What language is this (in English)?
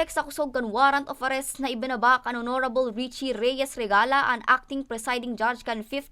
Bikol